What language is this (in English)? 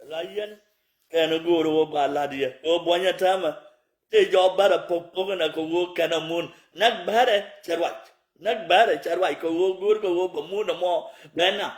Nuer